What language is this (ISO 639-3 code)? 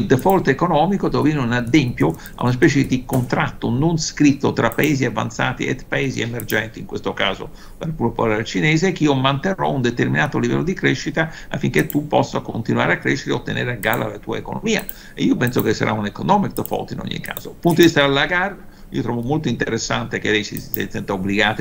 ita